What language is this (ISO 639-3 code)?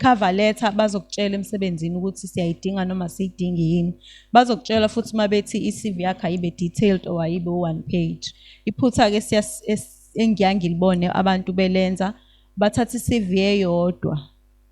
zul